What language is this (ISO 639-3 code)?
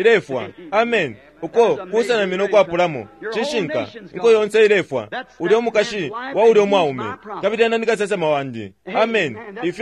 bem